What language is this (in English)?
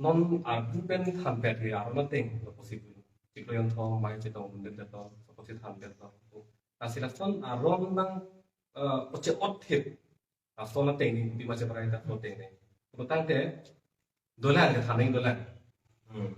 Karbi